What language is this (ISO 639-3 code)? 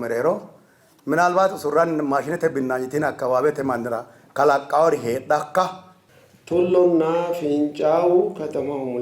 sid